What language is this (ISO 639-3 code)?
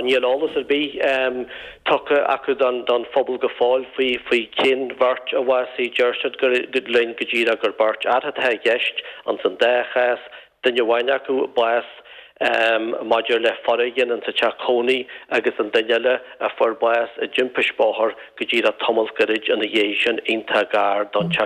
gle